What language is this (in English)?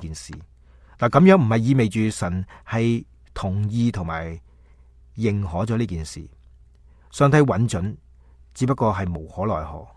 Cantonese